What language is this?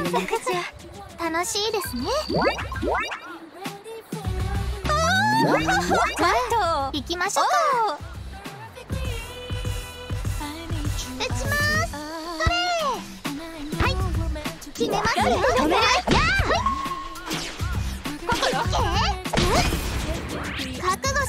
Japanese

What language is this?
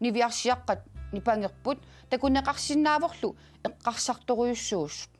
Kalaallisut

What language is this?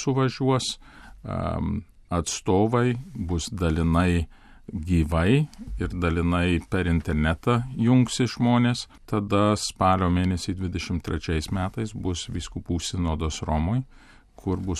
Lithuanian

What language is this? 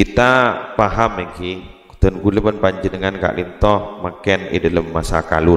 Madurese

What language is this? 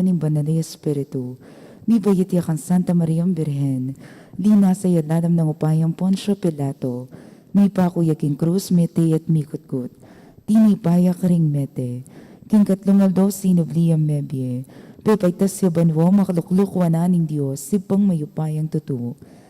Pampanga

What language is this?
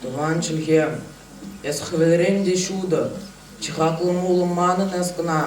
Chuvash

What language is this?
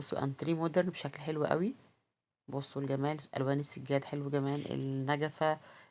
Egyptian Arabic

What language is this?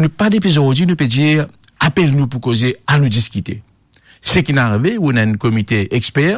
Morisyen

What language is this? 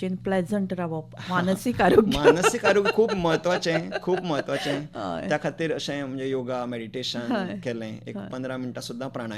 Konkani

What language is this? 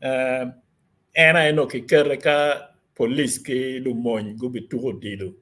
Acoli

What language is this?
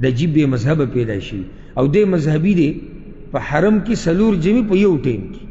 Pashto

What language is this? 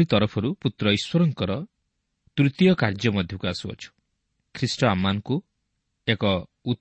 Odia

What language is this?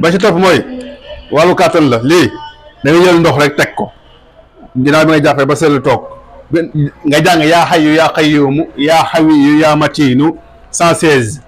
Wolof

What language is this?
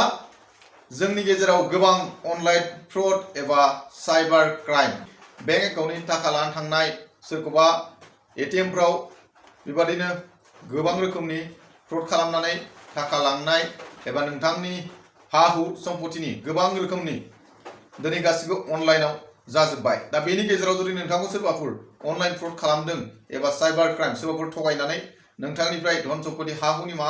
Bodo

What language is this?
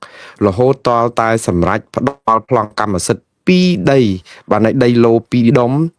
Khmer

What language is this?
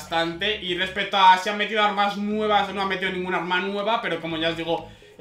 Spanish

